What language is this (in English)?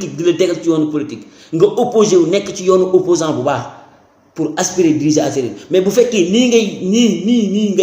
Wolof